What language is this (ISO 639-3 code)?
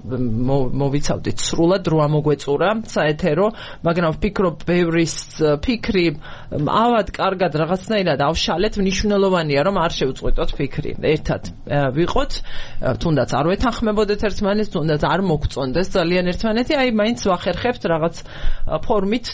kat